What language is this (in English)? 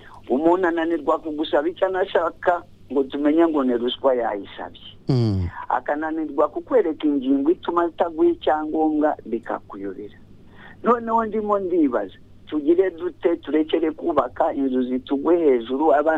Kinyarwanda